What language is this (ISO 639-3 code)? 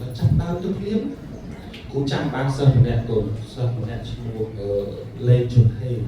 khm